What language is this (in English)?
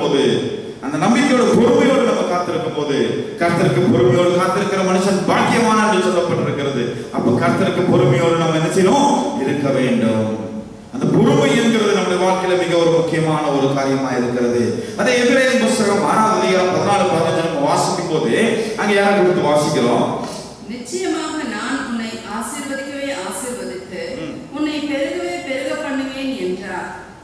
Tamil